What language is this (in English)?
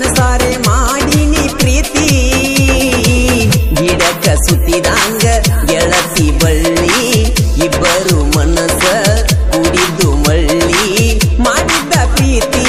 Kannada